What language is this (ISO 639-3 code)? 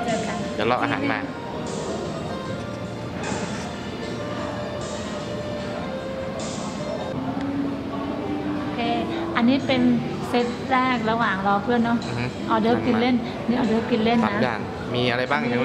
tha